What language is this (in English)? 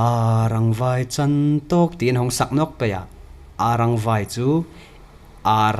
Hmar